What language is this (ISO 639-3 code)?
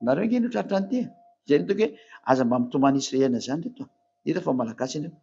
mlg